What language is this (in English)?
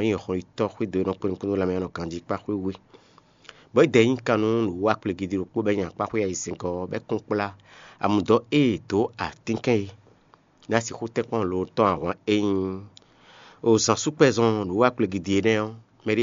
Fon